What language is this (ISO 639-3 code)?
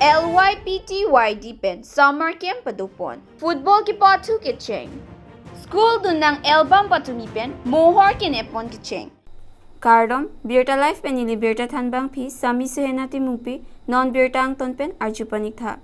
mjw